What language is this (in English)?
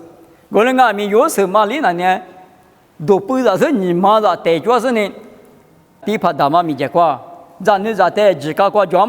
Lisu